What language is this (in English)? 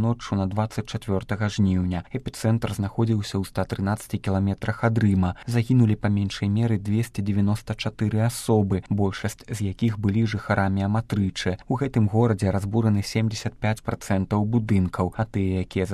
Belarusian